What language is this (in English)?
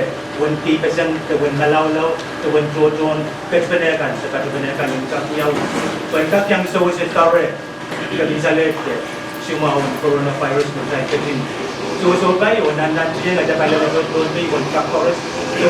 Pohnpeian